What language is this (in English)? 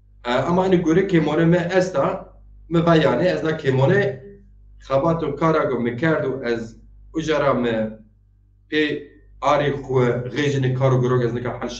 Zaza